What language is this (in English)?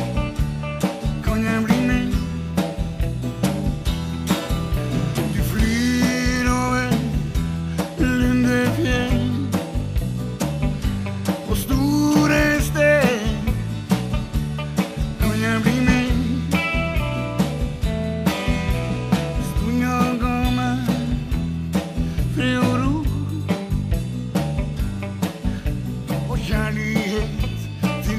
Swedish